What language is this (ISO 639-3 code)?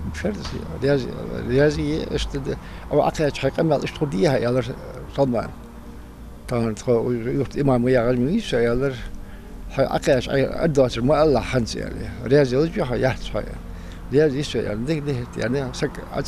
inh